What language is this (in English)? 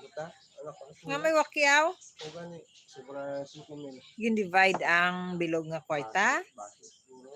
Hiligaynon